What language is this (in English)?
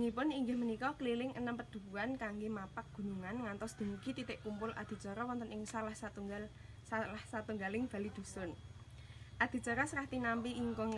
Javanese